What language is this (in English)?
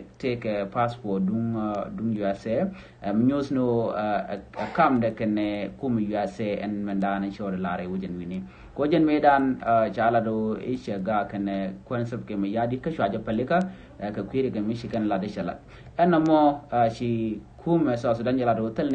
Nuer